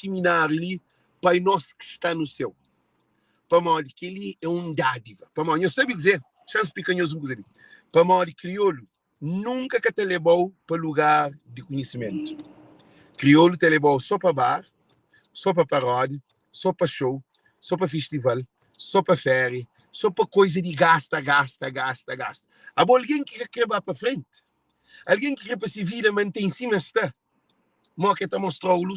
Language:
Kabuverdianu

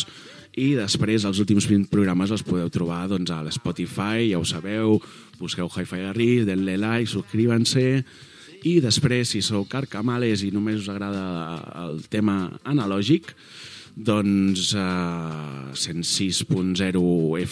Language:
Catalan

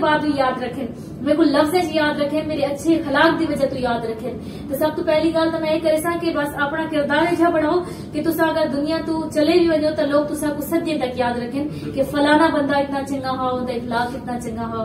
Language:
Saraiki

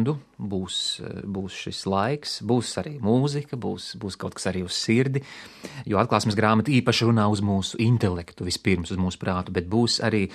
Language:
Latvian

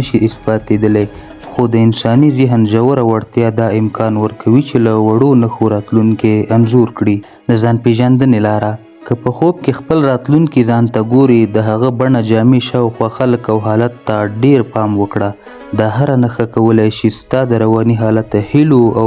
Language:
Pashto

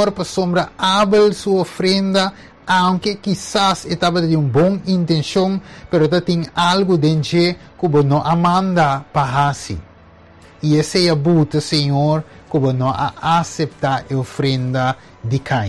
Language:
Papiamento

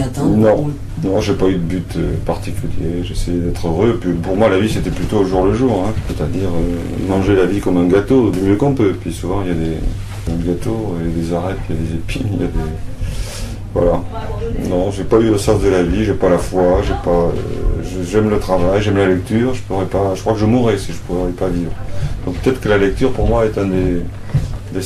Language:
French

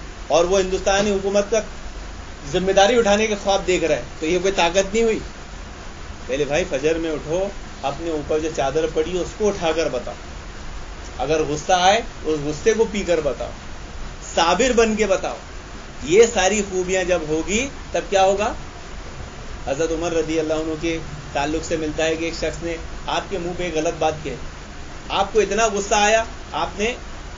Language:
Urdu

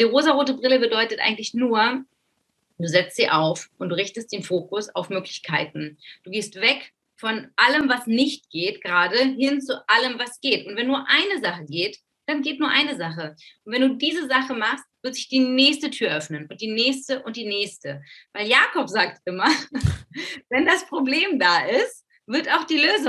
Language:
German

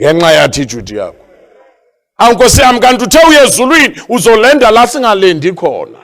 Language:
Zulu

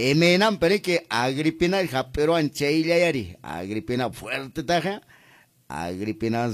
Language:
Quechua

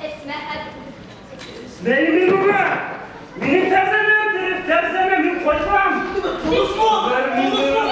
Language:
Bashkir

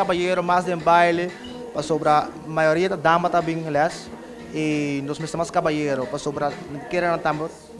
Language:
Papiamento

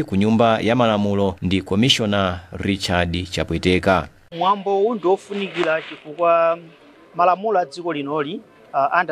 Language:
Nyanja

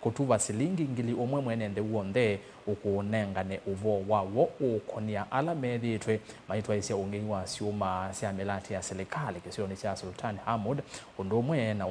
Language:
Kamba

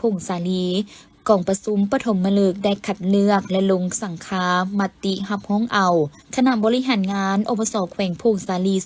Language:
Lao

